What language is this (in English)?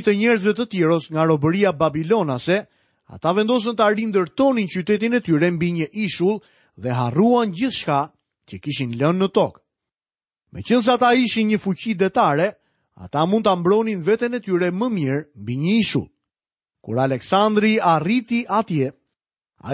Albanian